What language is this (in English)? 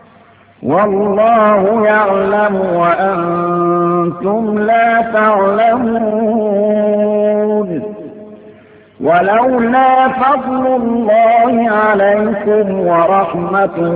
Arabic